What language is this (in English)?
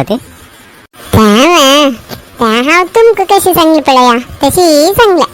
Konkani